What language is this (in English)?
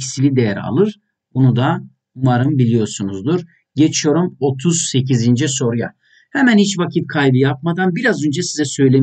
Turkish